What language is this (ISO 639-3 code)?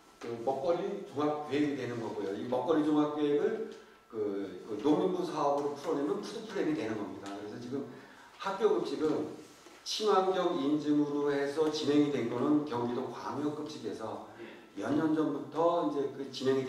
kor